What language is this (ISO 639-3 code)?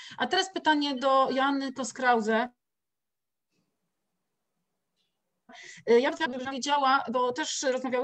pol